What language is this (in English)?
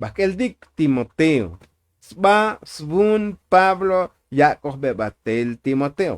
Tzotzil